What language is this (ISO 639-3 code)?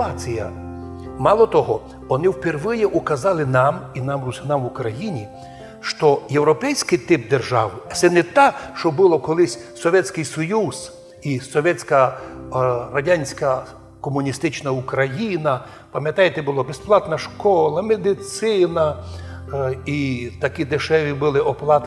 rue